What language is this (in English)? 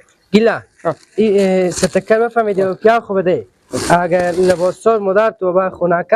Persian